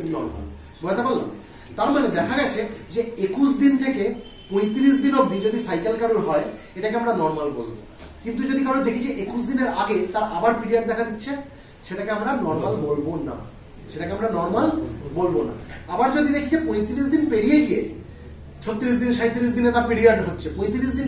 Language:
Bangla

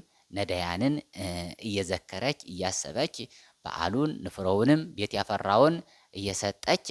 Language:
Amharic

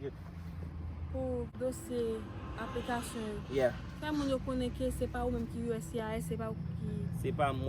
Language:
Haitian Creole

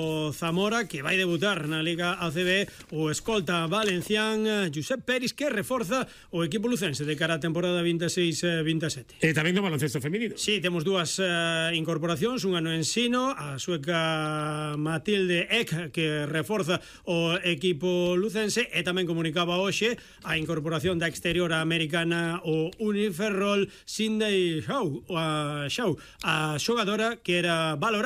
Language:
Galician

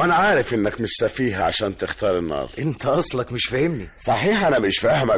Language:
Egyptian Arabic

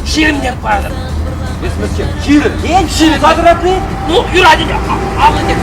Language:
Chuvash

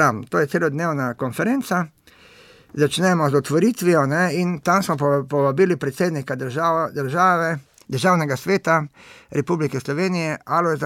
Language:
Slovenian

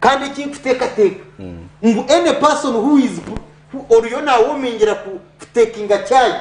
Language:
Nyankole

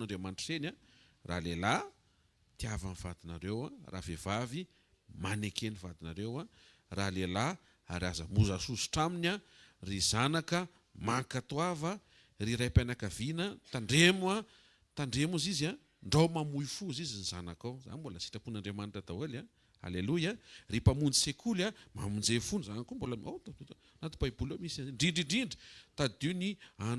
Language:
Malagasy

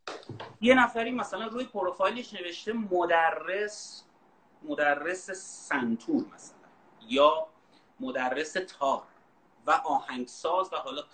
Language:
Persian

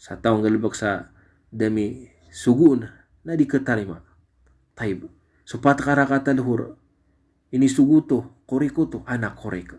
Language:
Maranao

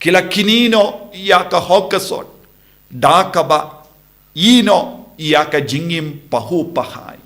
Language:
Khasi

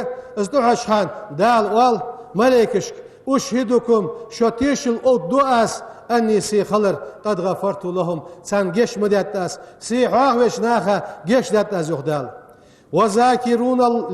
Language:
Ingush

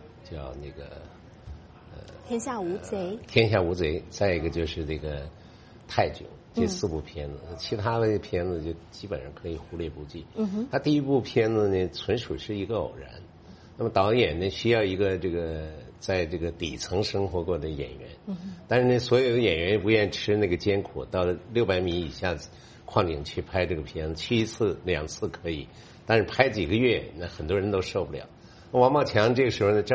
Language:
Chinese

